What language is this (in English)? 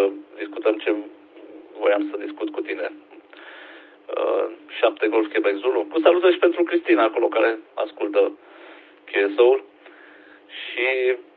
Romanian